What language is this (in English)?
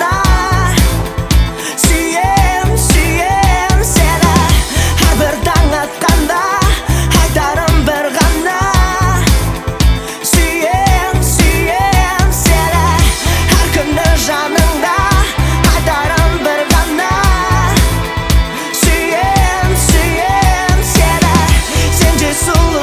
Kazakh